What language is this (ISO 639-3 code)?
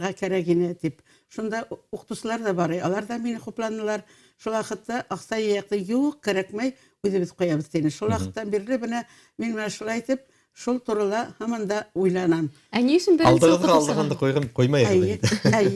bak